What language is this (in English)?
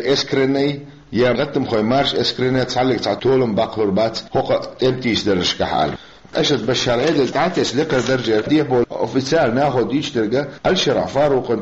Chechen